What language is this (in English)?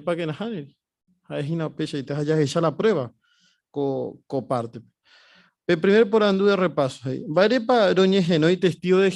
Guarani